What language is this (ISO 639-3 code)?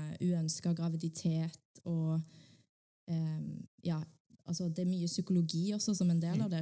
nor